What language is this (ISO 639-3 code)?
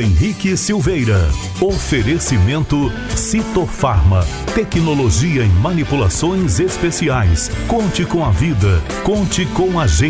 por